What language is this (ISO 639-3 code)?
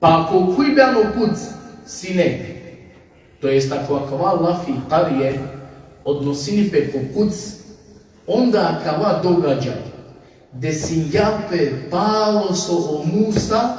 rmn